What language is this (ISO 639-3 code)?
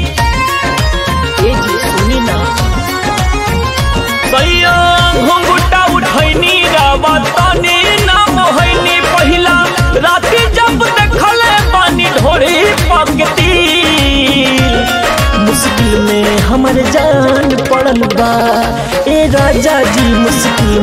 bho